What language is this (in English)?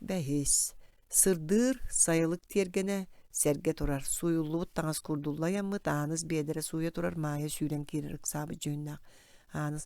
Yakut